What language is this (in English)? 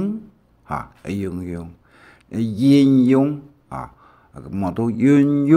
Hakka Chinese